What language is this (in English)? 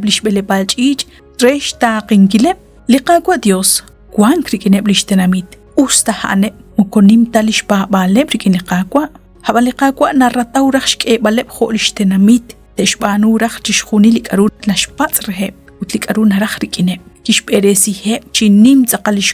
Kekchí